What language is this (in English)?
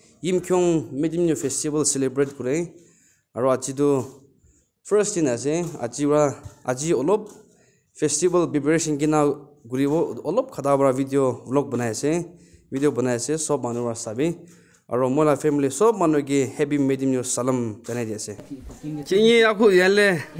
Yimchungru Naga